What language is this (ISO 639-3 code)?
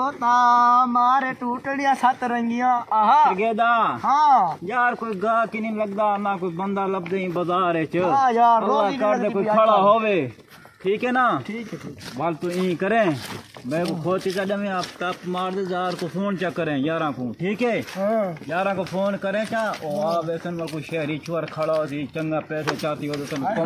skr